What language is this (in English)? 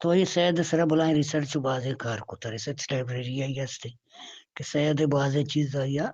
Eastern Balochi